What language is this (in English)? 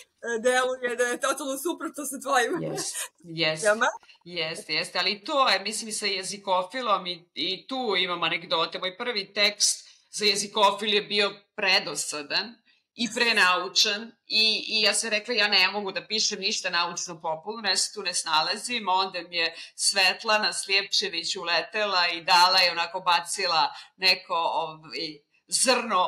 Serbian